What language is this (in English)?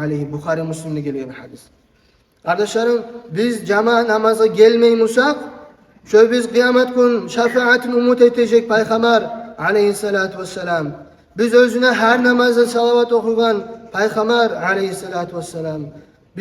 Kumyk